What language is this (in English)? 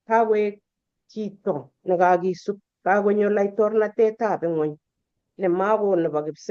Kalenjin